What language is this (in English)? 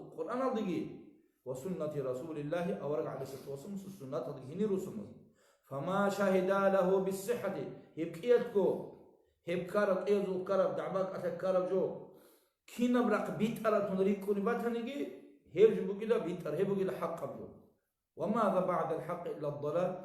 Avaric